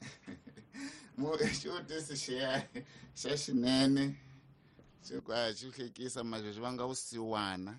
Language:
Tsonga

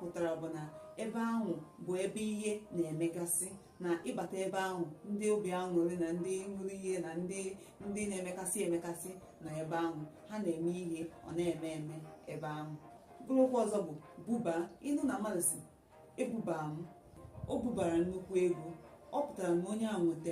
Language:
Igbo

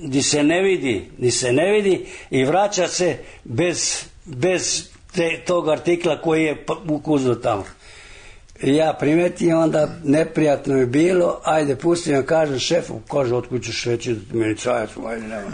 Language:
Serbian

